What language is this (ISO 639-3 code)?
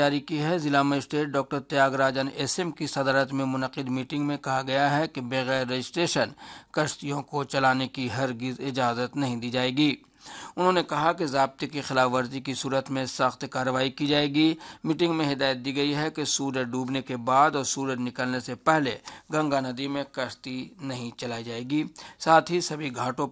urd